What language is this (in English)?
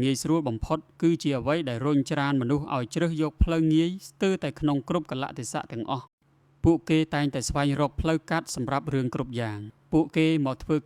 Khmer